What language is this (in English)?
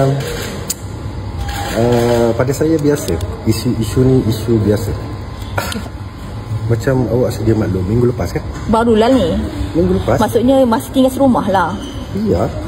Malay